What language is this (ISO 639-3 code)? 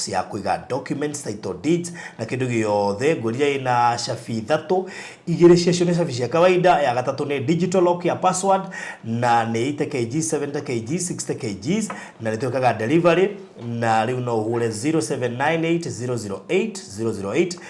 kik